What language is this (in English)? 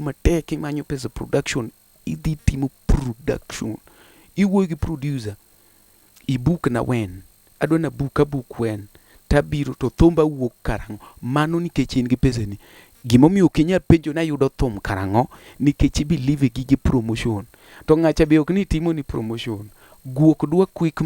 Luo (Kenya and Tanzania)